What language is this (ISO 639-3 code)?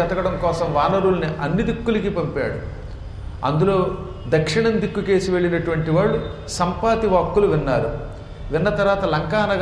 tel